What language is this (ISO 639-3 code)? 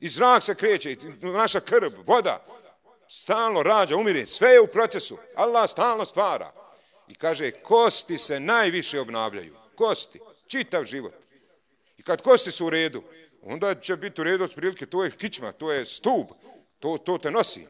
bos